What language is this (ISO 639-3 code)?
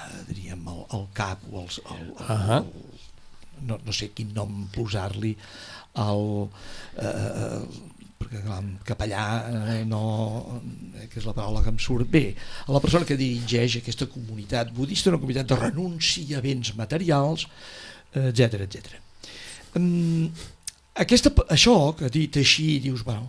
cat